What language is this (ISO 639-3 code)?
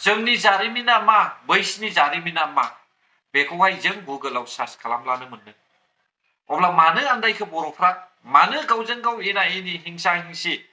brx